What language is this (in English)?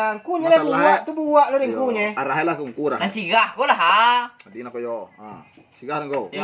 Minangkabau